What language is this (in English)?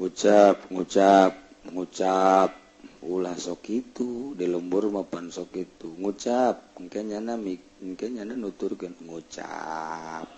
Sundanese